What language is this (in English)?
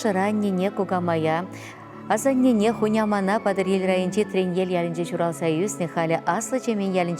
Chuvash